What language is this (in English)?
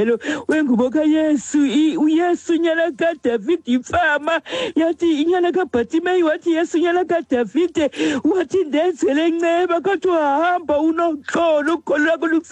Xhosa